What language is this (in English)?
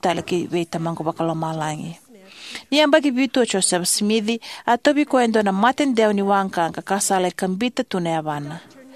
Fijian